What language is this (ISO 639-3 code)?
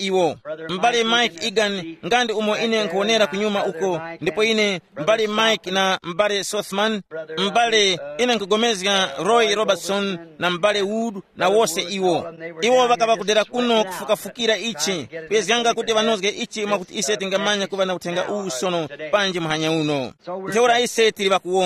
tum